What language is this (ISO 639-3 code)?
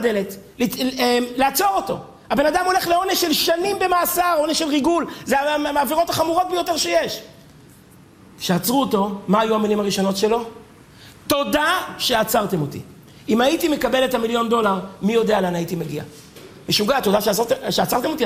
heb